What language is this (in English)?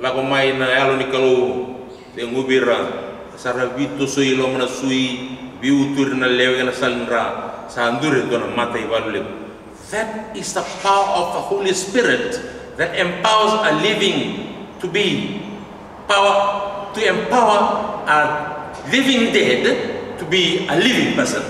Fijian